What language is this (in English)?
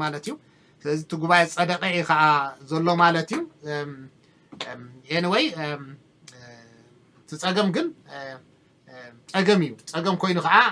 Tigrinya